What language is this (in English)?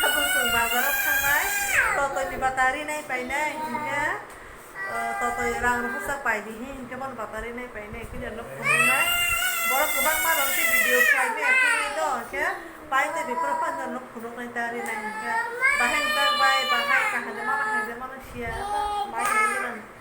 Kok Borok